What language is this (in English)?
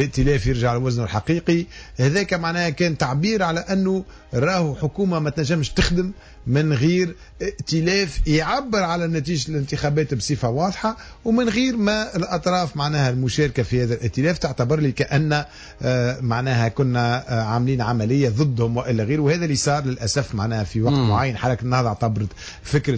Tunisian Arabic